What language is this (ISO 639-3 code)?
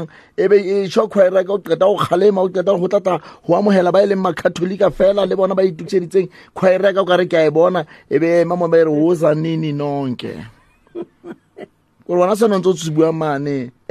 sot